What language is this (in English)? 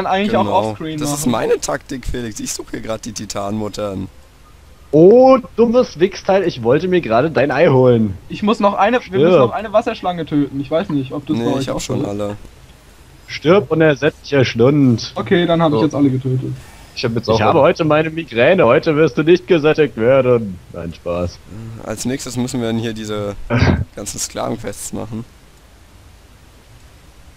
German